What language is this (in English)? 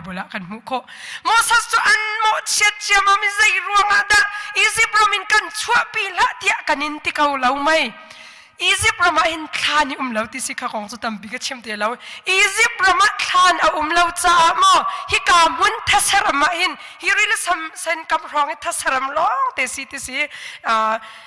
Hakha Chin